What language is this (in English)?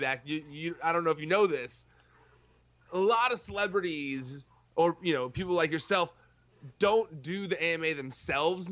English